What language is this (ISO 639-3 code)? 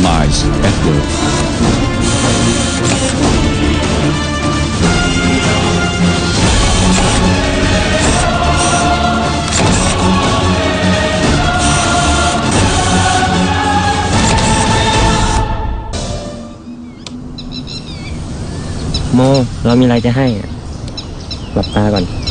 tha